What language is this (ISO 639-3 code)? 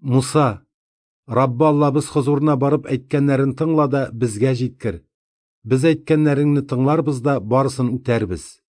tat